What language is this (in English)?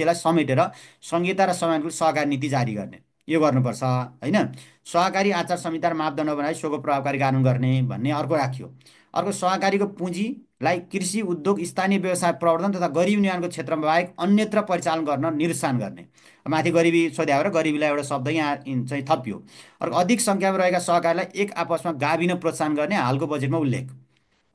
Nepali